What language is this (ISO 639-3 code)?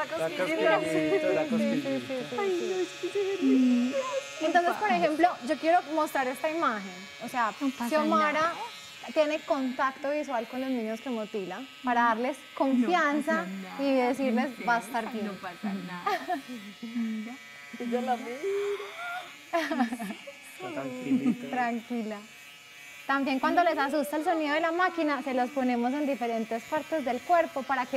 spa